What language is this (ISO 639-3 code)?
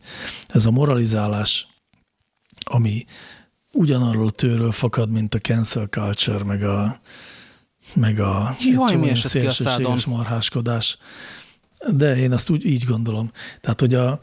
hun